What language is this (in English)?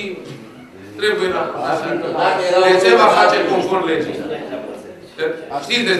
Romanian